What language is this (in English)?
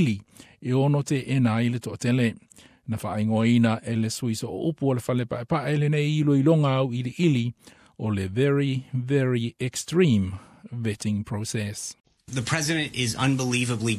Samoan